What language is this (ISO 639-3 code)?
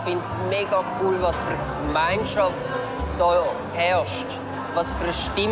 gsw